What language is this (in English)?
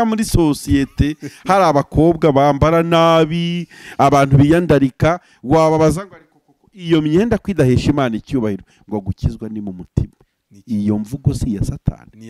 Kinyarwanda